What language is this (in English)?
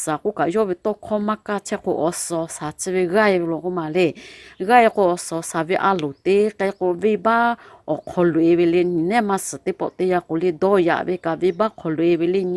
Lahu